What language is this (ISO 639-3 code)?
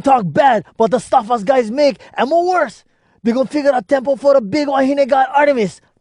hwc